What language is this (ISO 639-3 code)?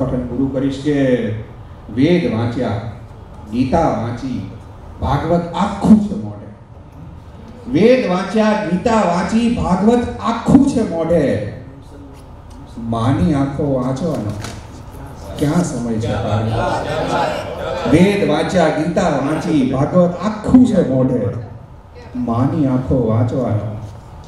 guj